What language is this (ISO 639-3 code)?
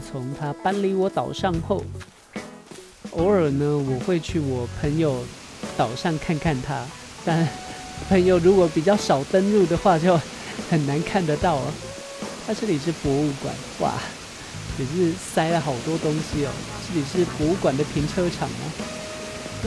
zho